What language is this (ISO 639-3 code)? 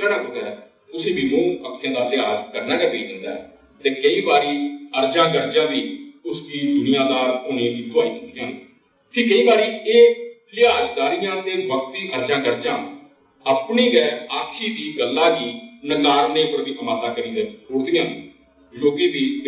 doi